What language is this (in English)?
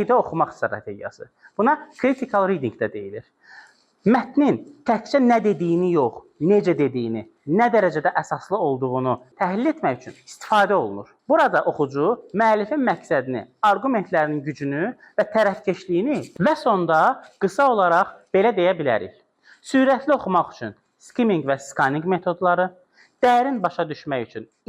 Azerbaijani